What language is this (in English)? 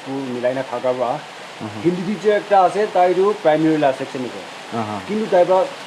Naga Pidgin